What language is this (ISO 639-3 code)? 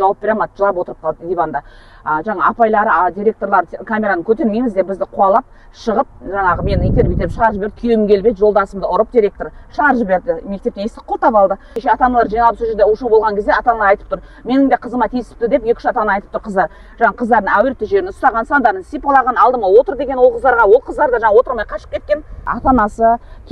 kaz